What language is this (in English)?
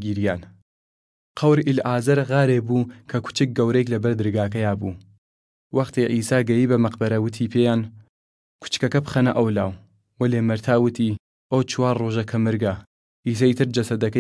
Southern Kurdish